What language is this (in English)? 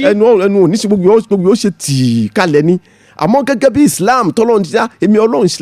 Yoruba